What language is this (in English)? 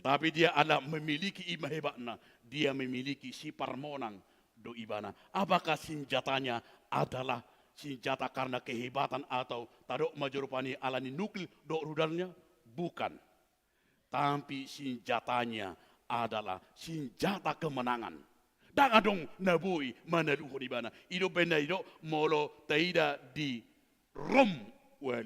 Batak Toba